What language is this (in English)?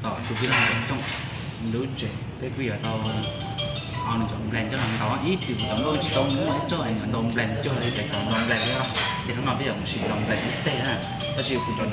Hmong